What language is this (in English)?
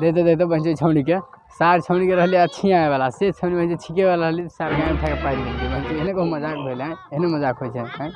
Maithili